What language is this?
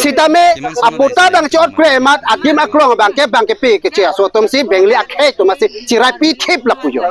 Karbi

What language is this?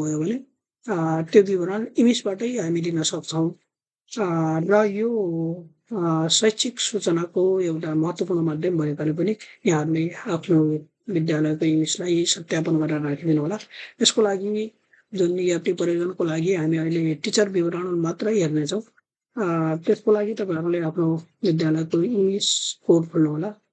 Nepali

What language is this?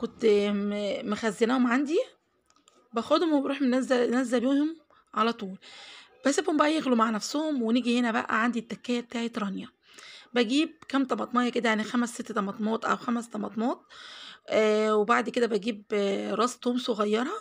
Egyptian Arabic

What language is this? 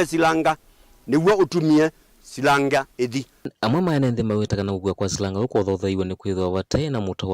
Kamba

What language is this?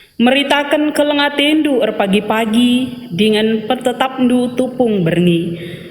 Batak Karo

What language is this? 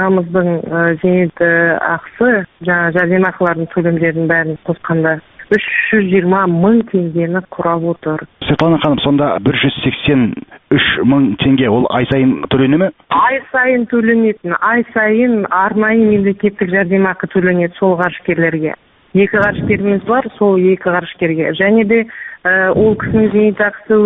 Kazakh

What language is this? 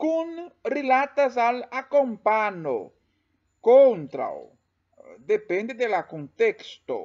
Esperanto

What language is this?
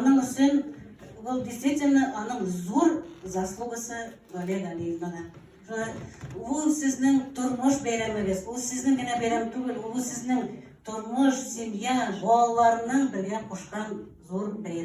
Tatar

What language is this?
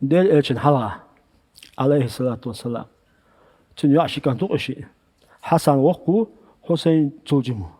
Chechen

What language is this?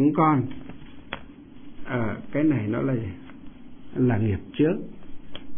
Vietnamese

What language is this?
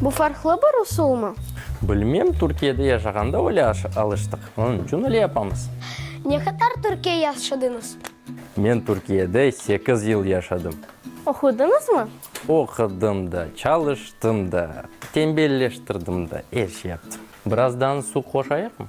Crimean Tatar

